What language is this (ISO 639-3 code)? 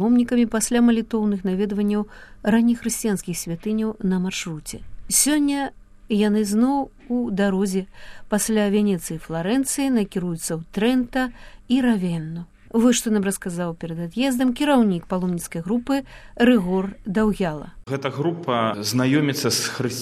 bel